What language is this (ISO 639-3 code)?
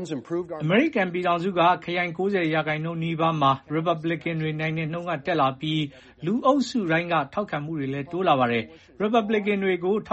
mya